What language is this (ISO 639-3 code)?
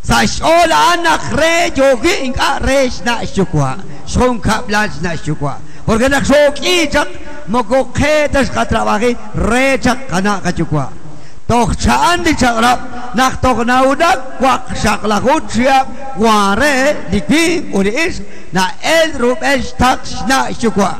kek